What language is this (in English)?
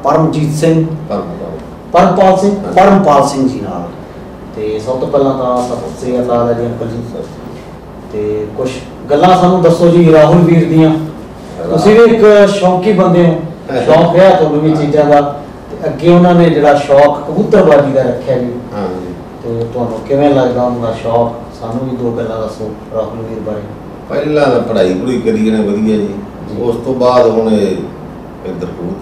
Punjabi